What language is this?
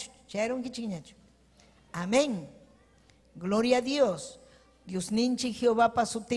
Ayacucho Quechua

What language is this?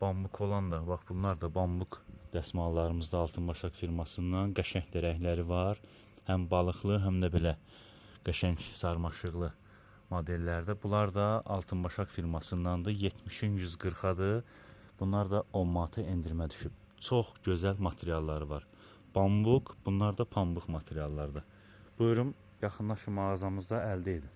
Azerbaijani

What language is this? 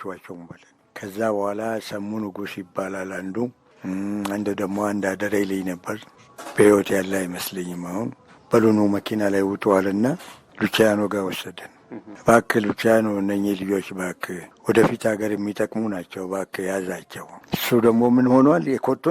Amharic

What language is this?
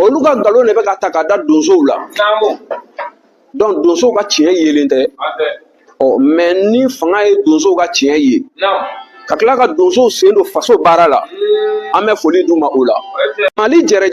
Bambara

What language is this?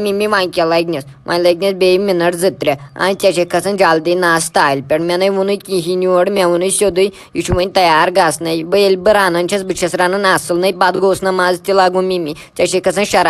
Kashmiri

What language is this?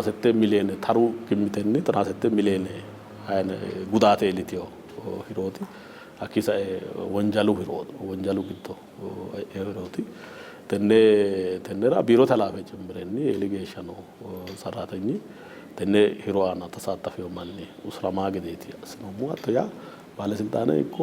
Sidamo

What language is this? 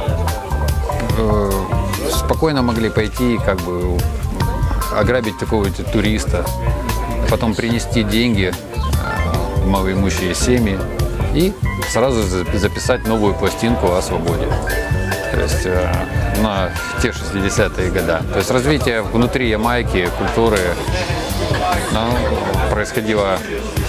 Russian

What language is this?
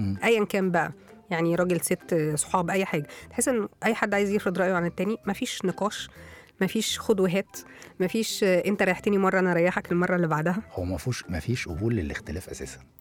Egyptian Arabic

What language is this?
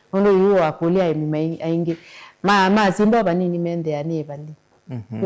Kamba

